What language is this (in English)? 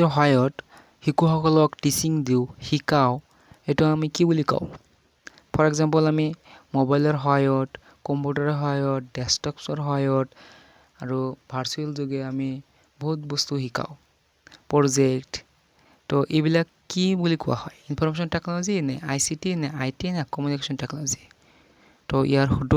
Assamese